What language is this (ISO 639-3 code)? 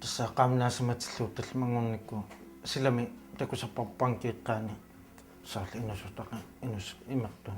kal